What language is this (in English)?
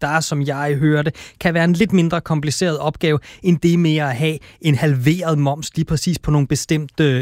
Danish